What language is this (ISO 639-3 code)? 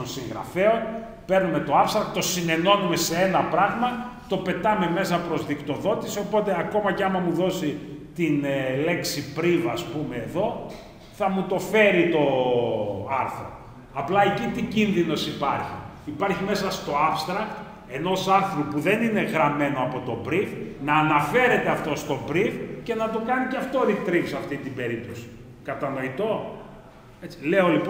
ell